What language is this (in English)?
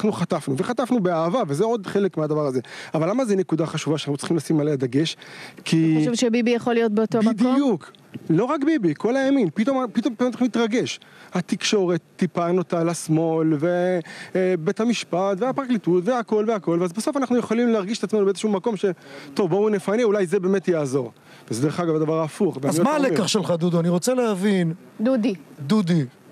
Hebrew